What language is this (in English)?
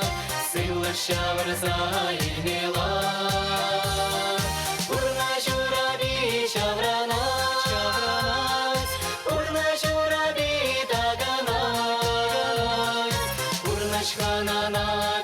Chuvash